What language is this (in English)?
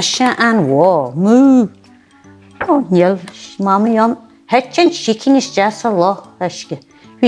Irish